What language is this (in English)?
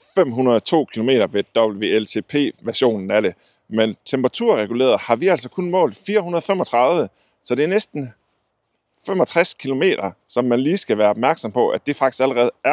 Danish